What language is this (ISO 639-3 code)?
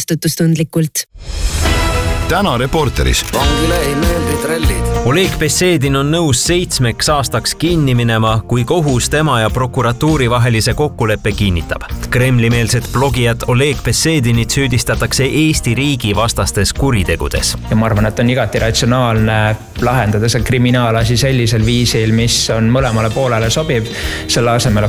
est